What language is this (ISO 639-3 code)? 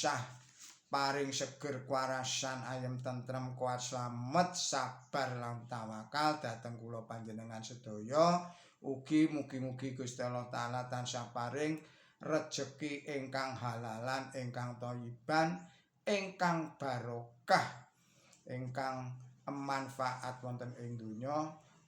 jav